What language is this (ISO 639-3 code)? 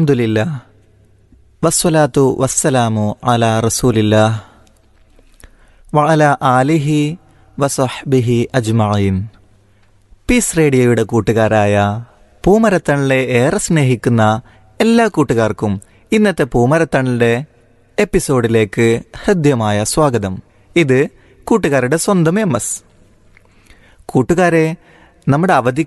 mal